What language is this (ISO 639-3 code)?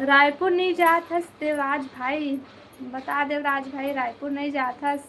hne